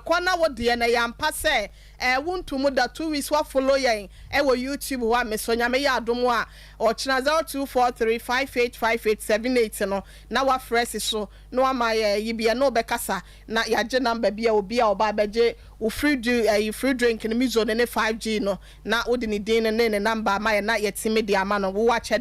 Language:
Akan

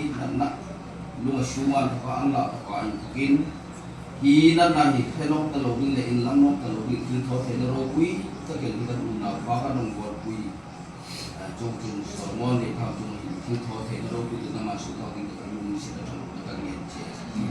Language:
Hmar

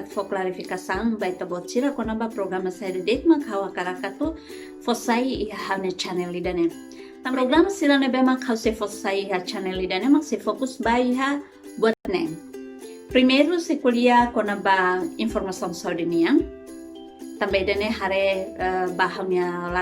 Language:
Tetum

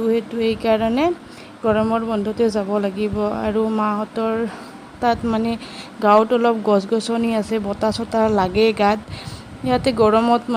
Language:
Assamese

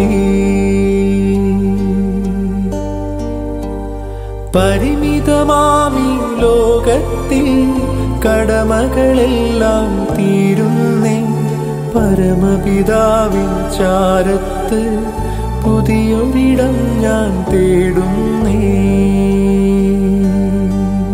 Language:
Malayalam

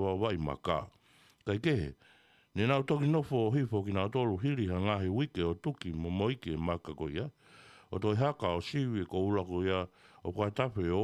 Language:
Tongan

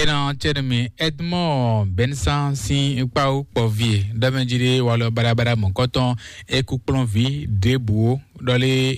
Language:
Fon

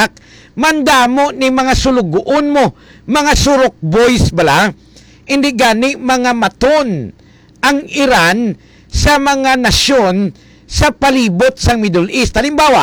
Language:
Hiligaynon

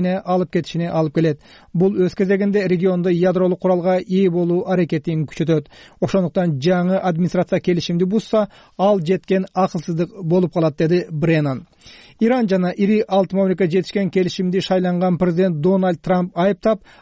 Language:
Kyrgyz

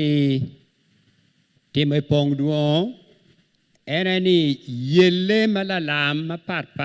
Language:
Acoli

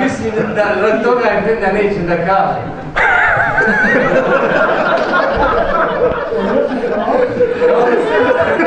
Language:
Bosnian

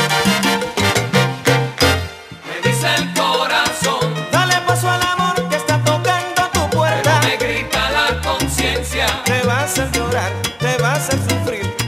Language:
Spanish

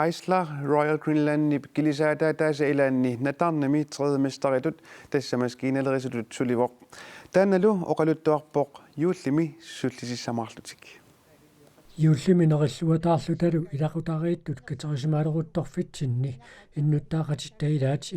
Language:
Kalaallisut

